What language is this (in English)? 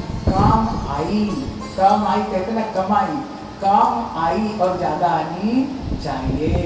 Hindi